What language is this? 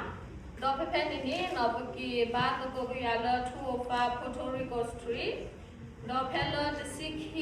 S'gaw Karen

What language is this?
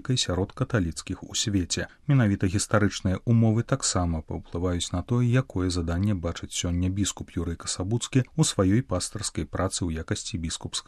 Belarusian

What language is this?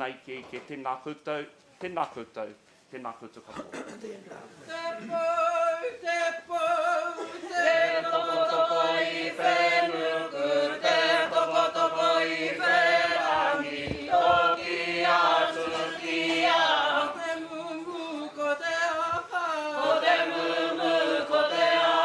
Māori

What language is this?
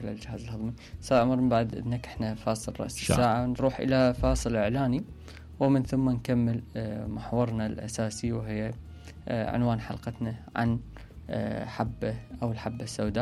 Mesopotamian Arabic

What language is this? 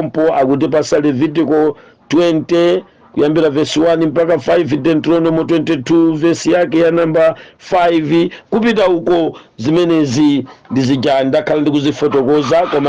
Nyanja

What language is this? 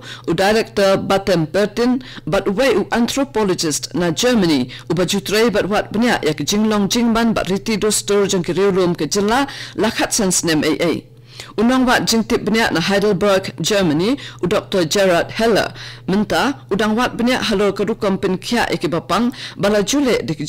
Khasi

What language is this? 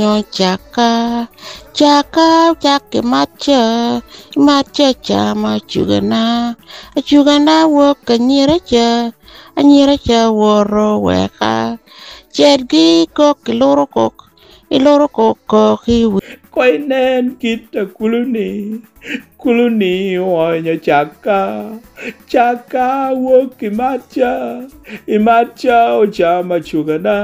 Lango (Uganda)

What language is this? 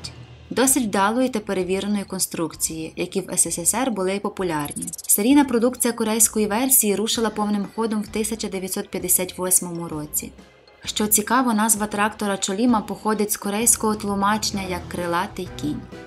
Ukrainian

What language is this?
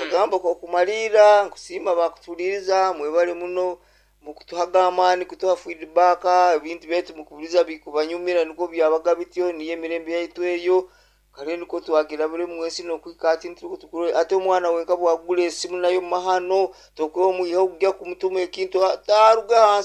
Nyoro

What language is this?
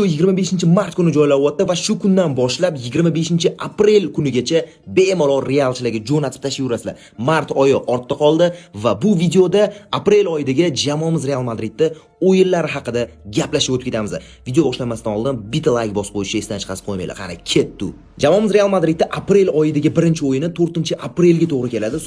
Uzbek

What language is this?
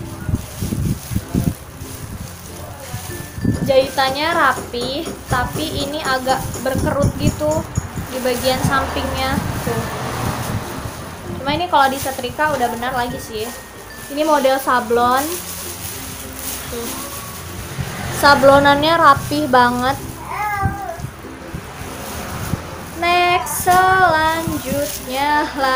Indonesian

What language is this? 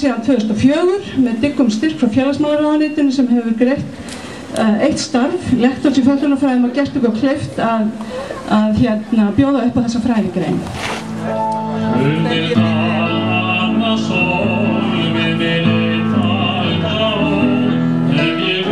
Icelandic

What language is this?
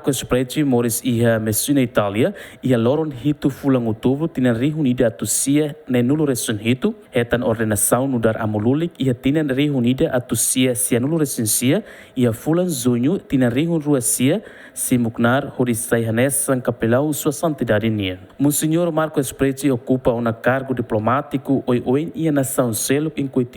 Tetum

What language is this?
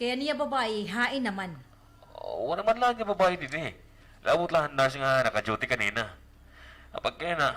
Waray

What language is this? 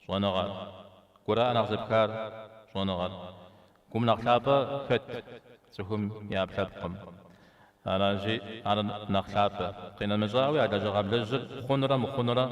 Kabardian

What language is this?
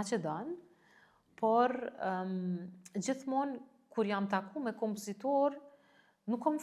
Albanian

